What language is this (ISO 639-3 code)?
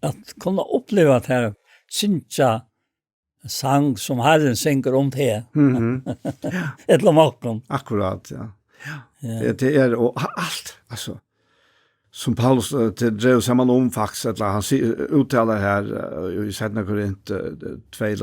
fao